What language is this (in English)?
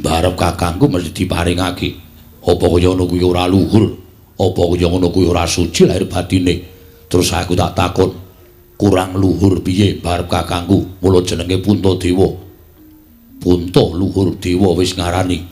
Javanese